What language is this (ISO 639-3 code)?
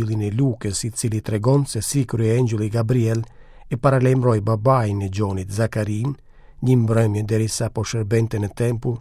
sqi